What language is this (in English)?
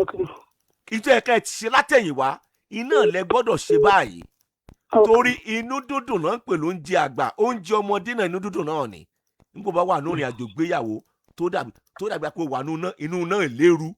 Yoruba